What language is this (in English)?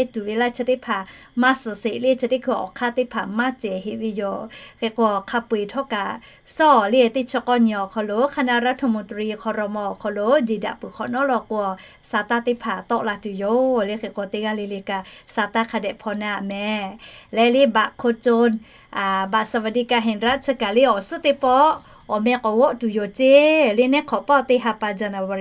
Lahu